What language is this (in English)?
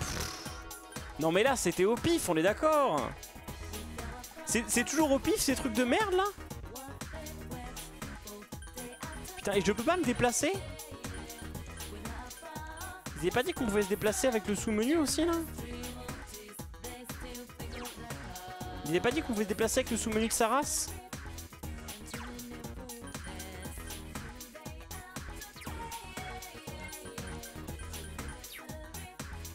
French